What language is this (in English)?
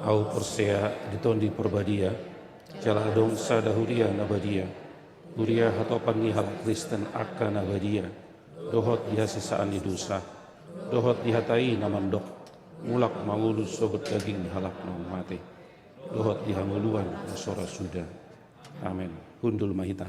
Batak Toba